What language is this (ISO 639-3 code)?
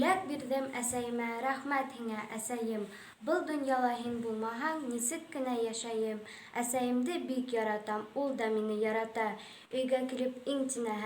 bak